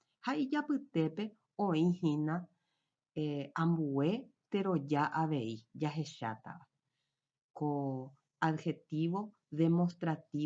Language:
Guarani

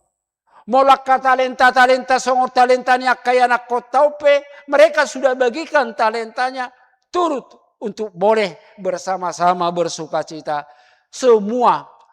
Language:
Batak Toba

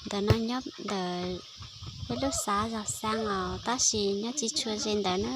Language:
Hmong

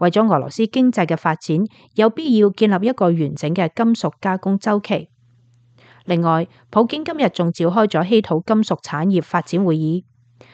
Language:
Cantonese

